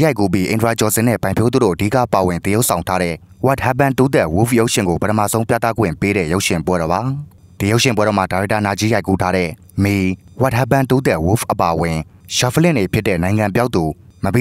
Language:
Burmese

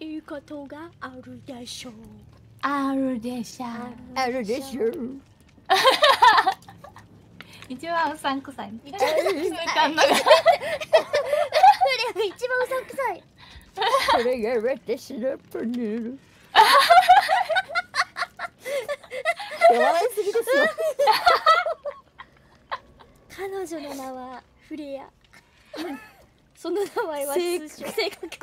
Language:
Japanese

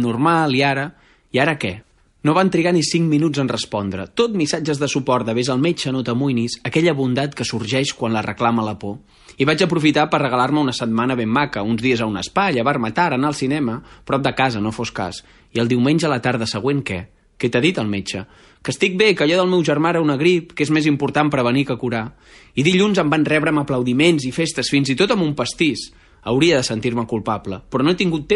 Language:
Catalan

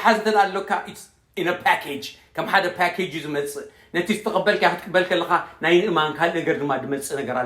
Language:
Tigrinya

